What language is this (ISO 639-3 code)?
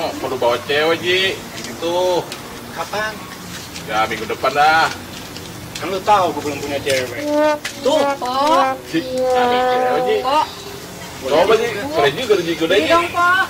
bew